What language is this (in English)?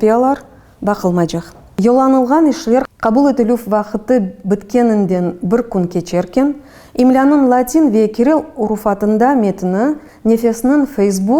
Crimean Tatar